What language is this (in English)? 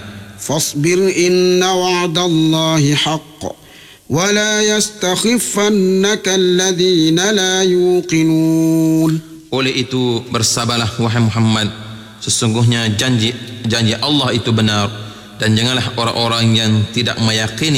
Malay